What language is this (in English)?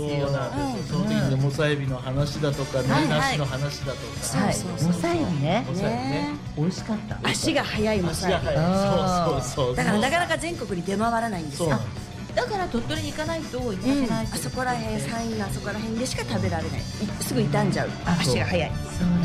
Japanese